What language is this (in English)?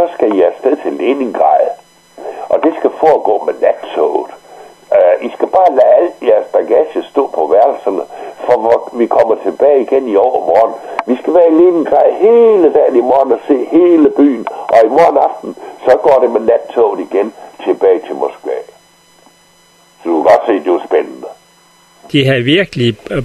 Danish